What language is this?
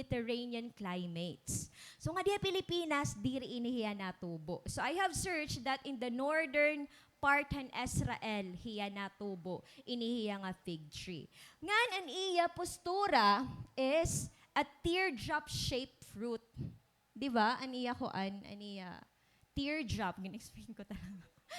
Waray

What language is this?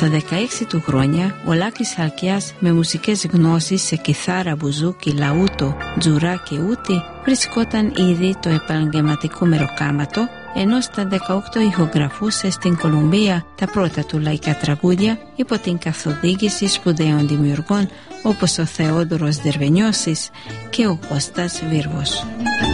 Greek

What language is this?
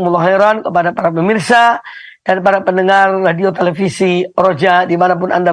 Indonesian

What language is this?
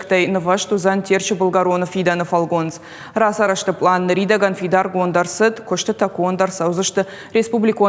Ossetic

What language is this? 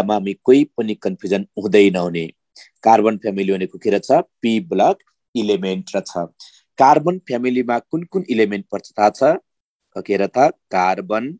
Nepali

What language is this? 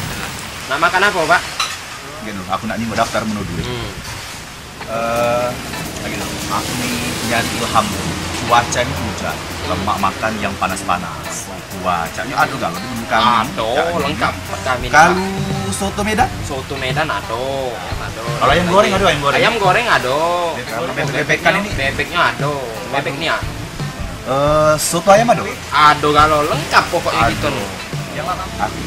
Musi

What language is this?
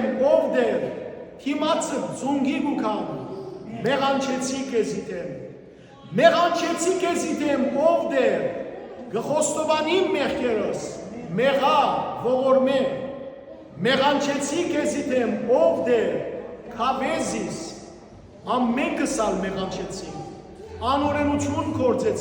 Western Armenian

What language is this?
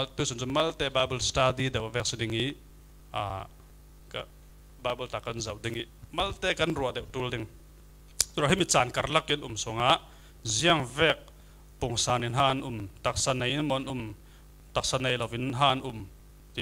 Falam Chin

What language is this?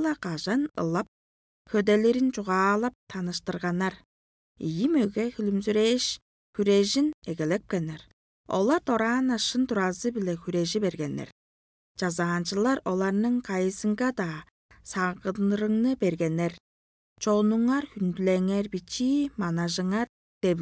Tuvinian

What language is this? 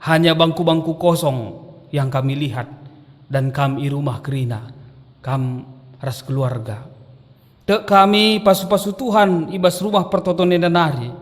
Batak Karo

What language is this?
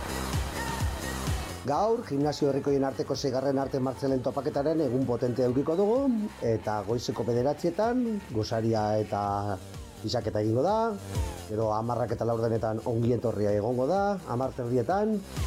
Basque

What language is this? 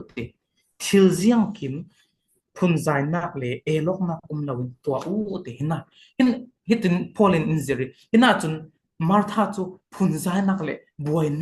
Falam Chin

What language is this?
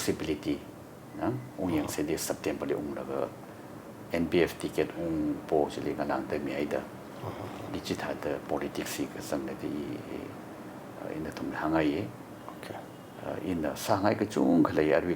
Tangkhul Naga (India)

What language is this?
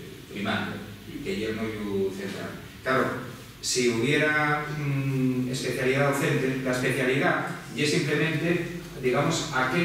Asturian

